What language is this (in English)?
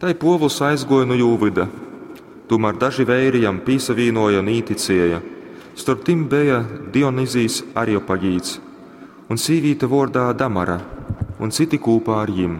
Latgalian